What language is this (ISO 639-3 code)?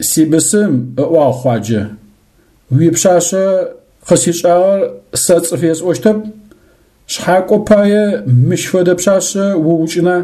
ady